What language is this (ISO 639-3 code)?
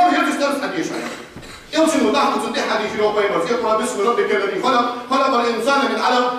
inh